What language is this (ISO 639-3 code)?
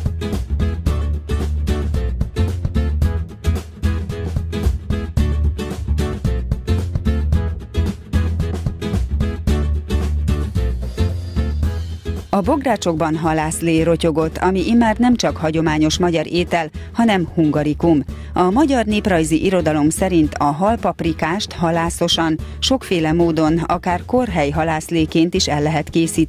hun